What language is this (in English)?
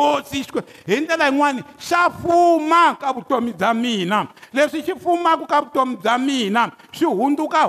Tsonga